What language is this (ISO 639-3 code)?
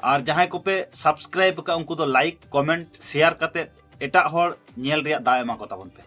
sat